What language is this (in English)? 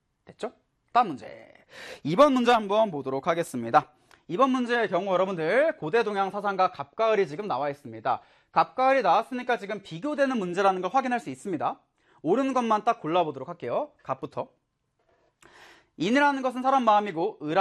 Korean